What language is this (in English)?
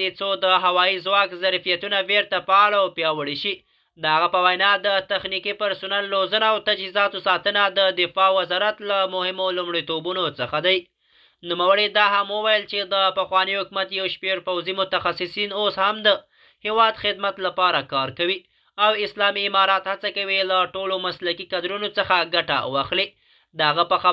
Pashto